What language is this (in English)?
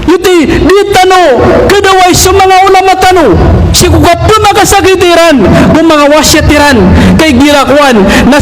Maranao